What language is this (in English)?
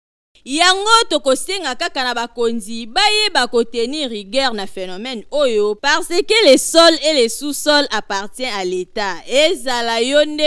Lingala